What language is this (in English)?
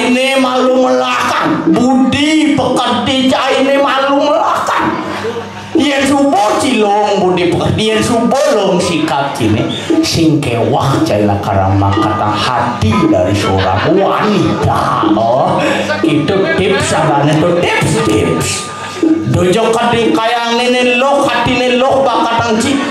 Balinese